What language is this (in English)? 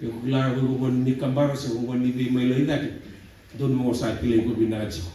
Fijian